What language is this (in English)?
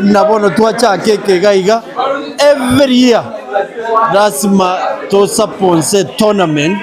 Gusii